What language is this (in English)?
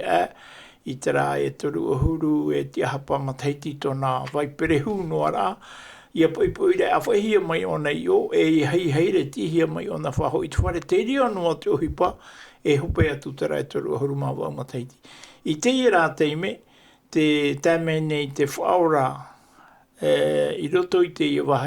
Tahitian